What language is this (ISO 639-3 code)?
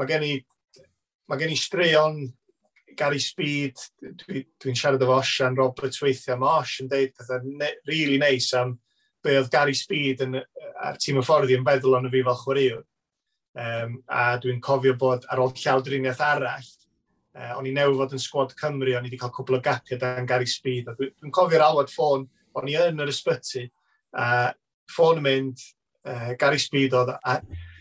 cym